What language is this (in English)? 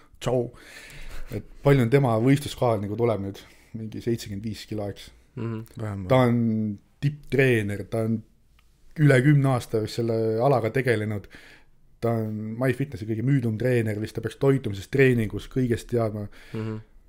Estonian